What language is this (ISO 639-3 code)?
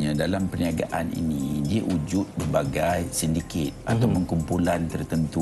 msa